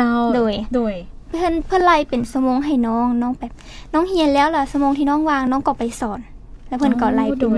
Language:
Lao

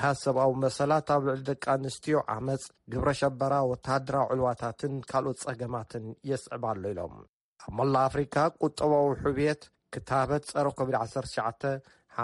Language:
Tigrinya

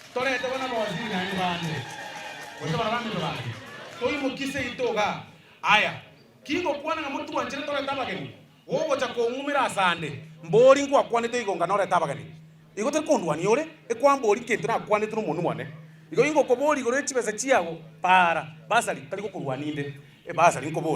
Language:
Gusii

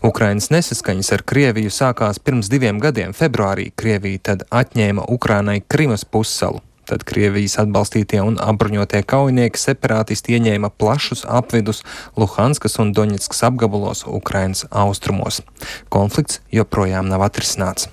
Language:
Latvian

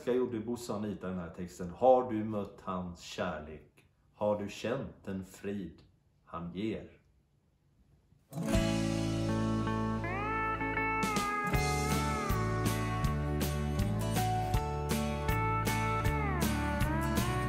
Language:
Swedish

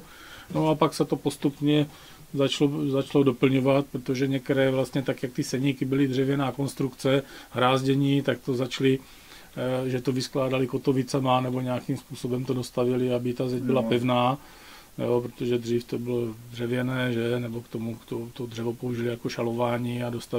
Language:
Czech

